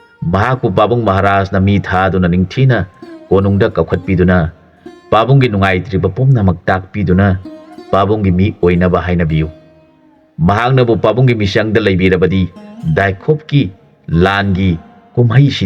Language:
Manipuri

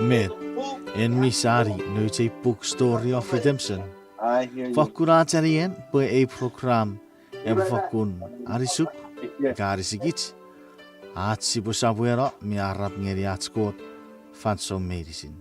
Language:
Chuukese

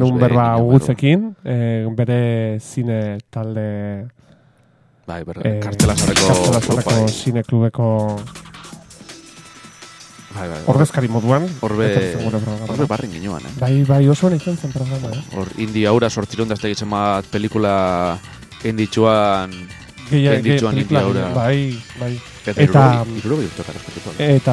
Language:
Basque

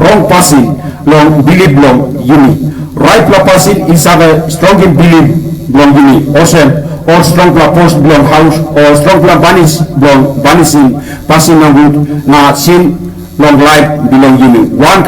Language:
Tok Pisin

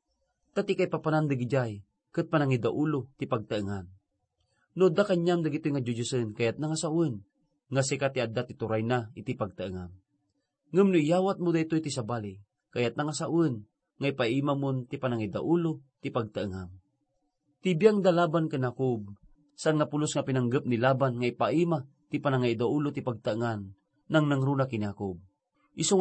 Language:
Iloko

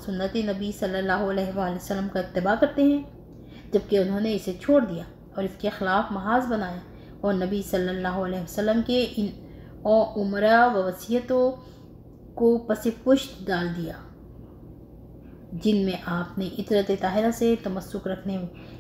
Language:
Urdu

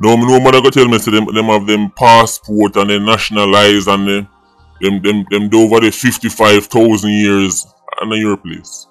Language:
Jamaican Creole English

